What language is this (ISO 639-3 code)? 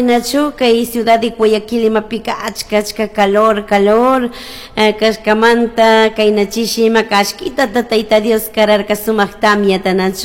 qug